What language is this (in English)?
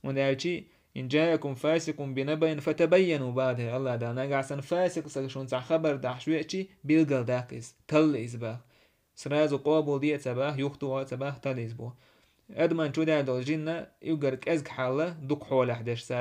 Chechen